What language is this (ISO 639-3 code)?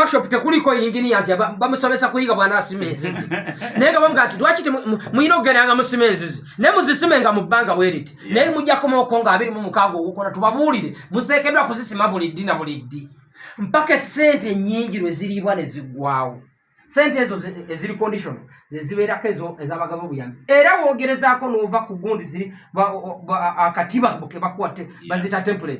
lug